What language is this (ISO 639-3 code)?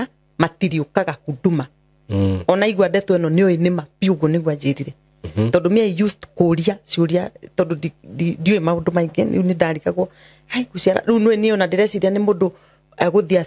kik